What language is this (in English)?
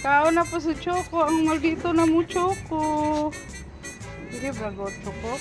Cebuano